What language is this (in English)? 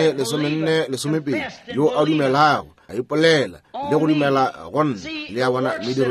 Northern Sotho